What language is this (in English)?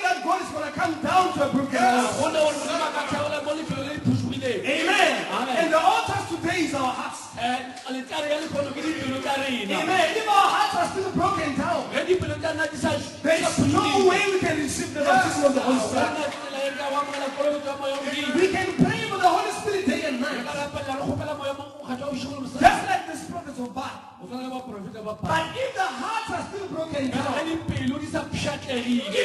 Northern Sotho